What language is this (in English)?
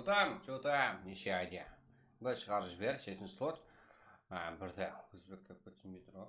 Kara-Kalpak